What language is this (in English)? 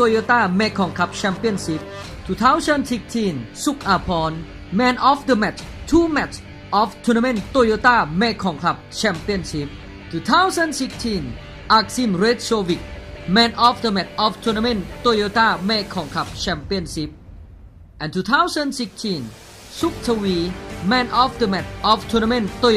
Lao